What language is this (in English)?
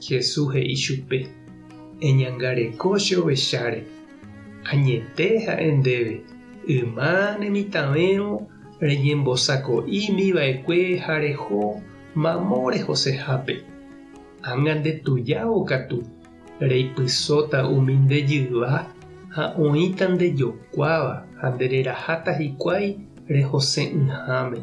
Guarani